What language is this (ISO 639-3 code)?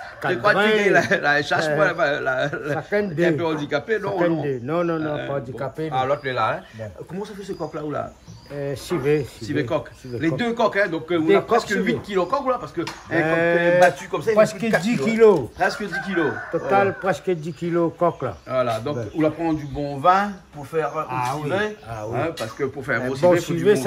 rcf